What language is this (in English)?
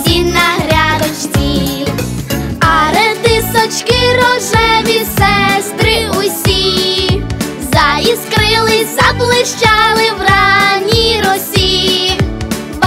Ukrainian